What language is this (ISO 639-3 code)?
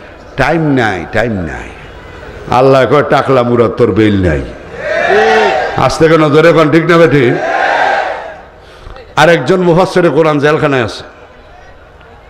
ben